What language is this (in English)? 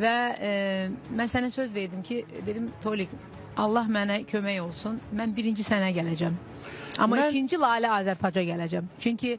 Azerbaijani